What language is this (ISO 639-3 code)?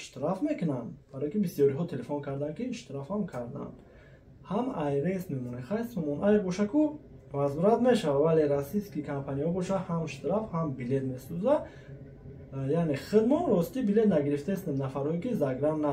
tgk